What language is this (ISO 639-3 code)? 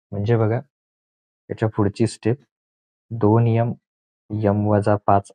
mar